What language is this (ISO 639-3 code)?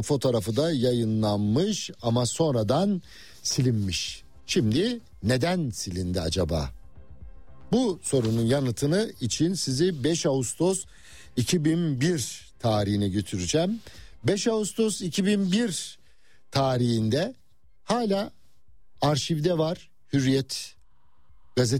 tur